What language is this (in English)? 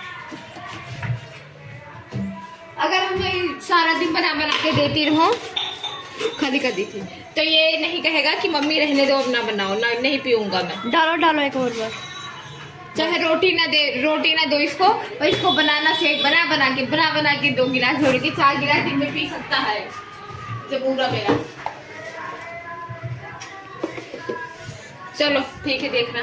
Hindi